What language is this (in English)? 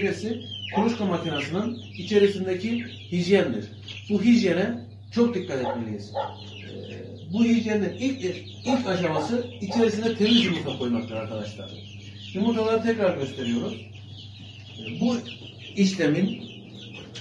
Turkish